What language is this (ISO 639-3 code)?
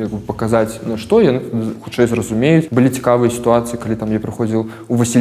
bel